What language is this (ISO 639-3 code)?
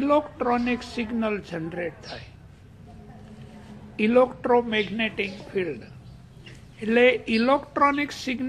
guj